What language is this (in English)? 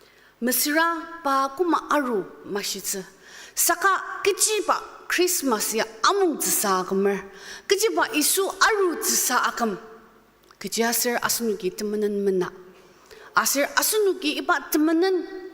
Ao Naga